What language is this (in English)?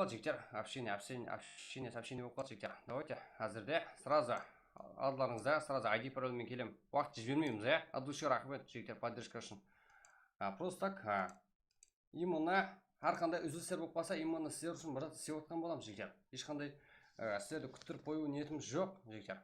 Kara-Kalpak